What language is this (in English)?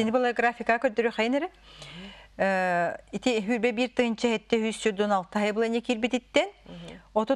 Yakut